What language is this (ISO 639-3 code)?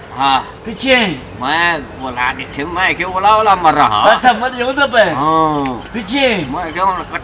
skr